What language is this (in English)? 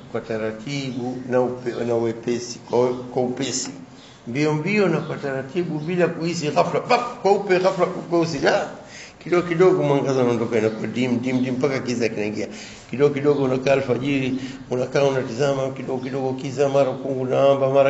Swahili